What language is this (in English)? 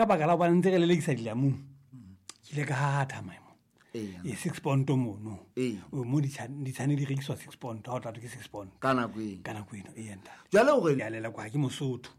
Southern Sotho